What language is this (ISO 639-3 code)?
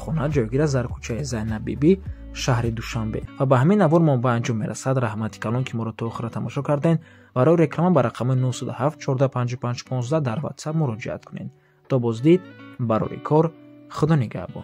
tgk